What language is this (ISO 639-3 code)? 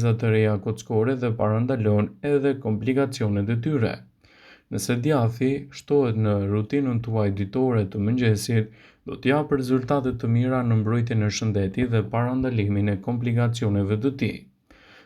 sqi